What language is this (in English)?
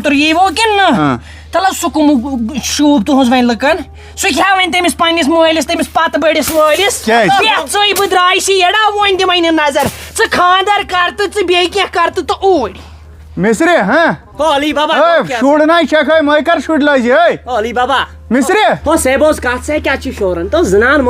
Kashmiri